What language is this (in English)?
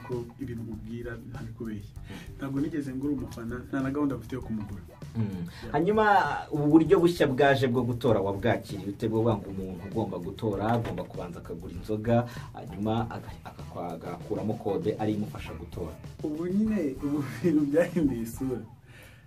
Kinyarwanda